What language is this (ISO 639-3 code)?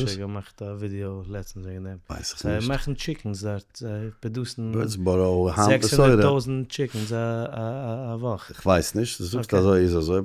yid